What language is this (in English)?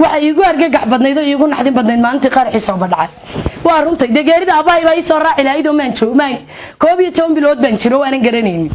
Somali